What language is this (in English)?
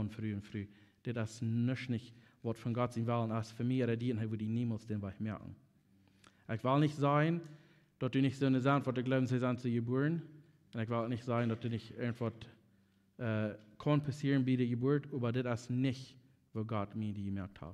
Plautdietsch